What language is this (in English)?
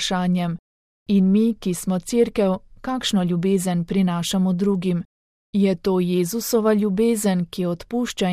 Slovenian